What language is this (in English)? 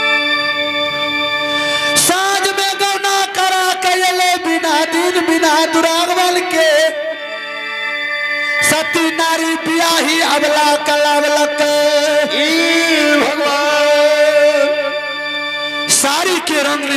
Bhojpuri